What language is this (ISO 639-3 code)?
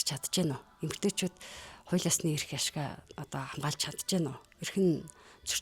mon